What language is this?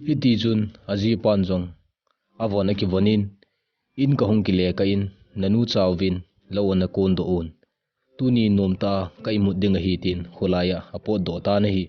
Thado Chin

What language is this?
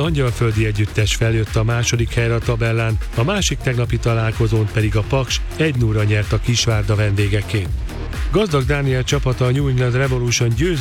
Hungarian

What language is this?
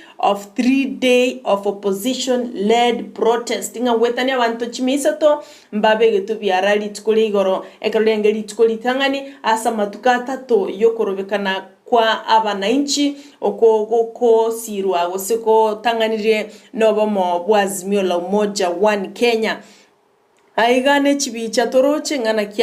Gusii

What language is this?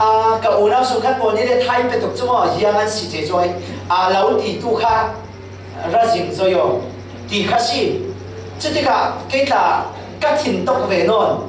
Falam Chin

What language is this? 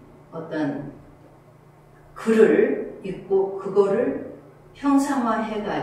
Korean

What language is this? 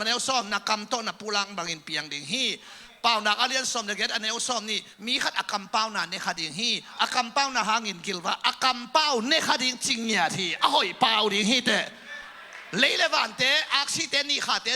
Tedim Chin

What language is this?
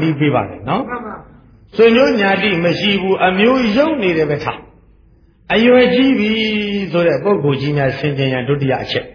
Burmese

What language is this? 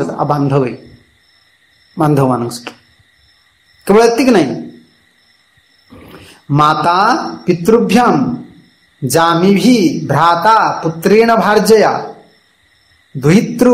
Odia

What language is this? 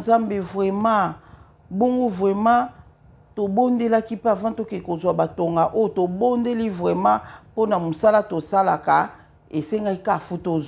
Lingala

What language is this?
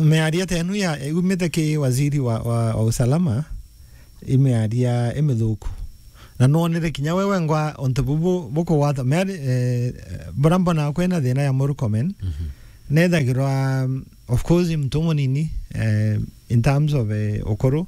Meru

